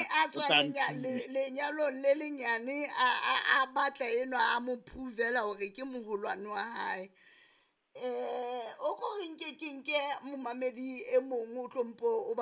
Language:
Southern Sotho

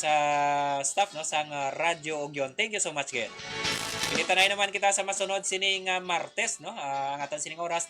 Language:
Hiligaynon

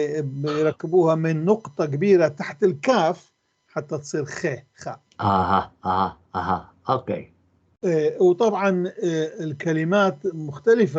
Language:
North Levantine Arabic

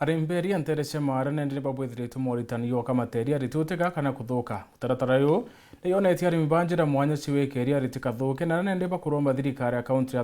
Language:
Meru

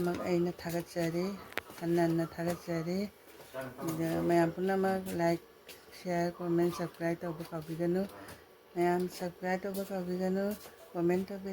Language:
Manipuri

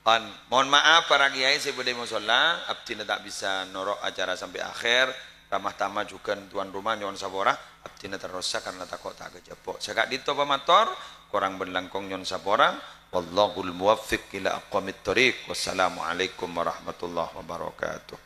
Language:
Madurese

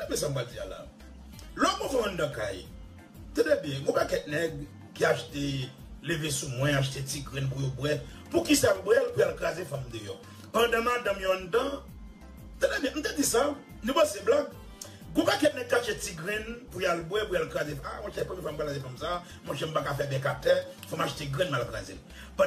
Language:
Haitian Creole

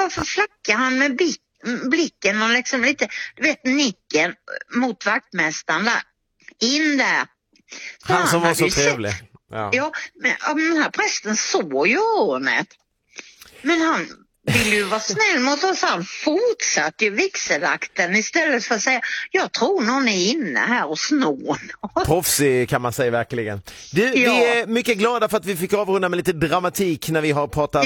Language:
Swedish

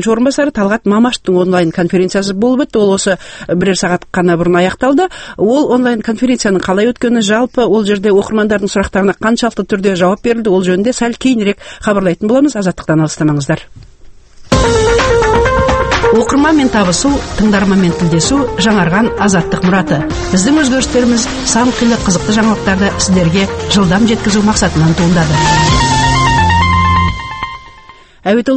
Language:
Kazakh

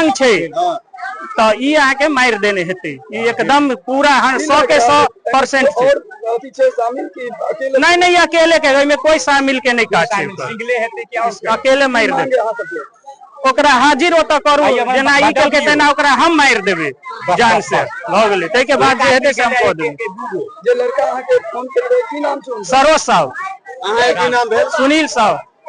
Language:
Maithili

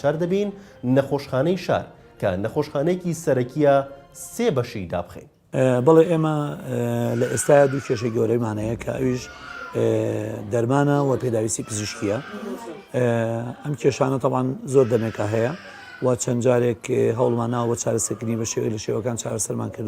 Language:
Central Kurdish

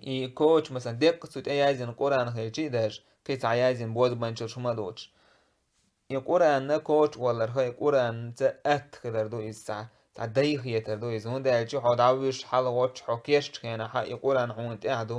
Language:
Chechen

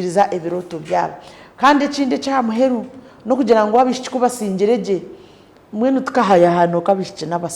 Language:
Nyankole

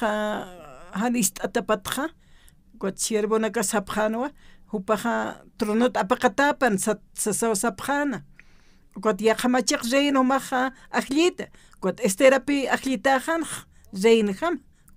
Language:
Aymara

